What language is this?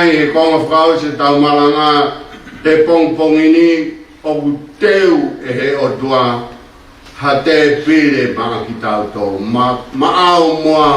Tongan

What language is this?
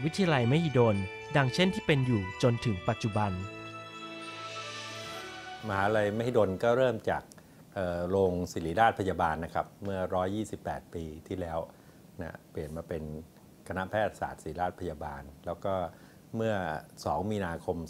Thai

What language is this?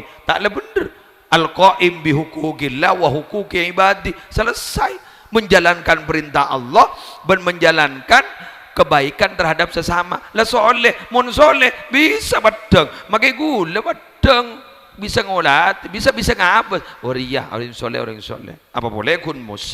Madurese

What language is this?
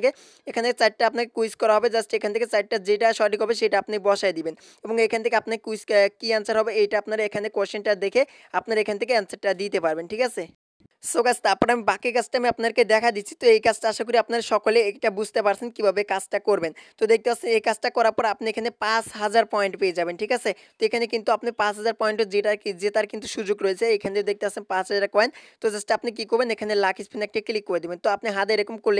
Bangla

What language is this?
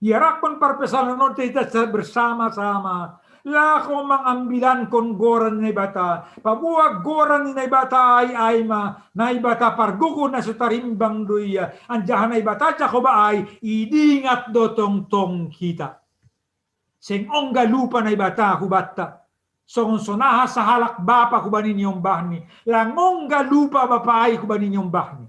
Batak Simalungun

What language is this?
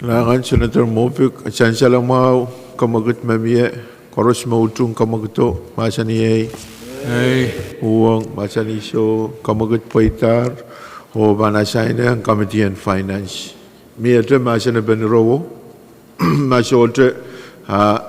Pohnpeian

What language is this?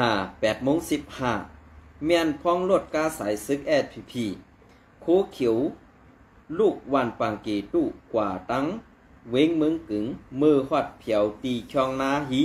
Shan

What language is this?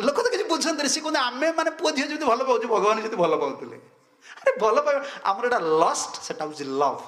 Odia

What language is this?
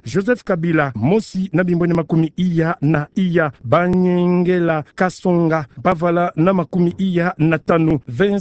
Kituba (Democratic Republic of Congo)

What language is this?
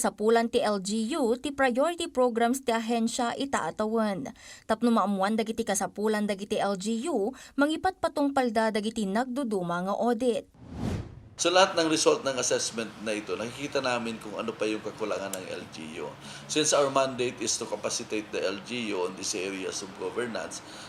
Iloko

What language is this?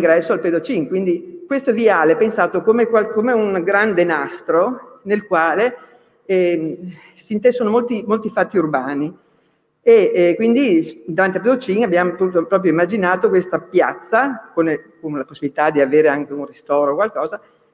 Italian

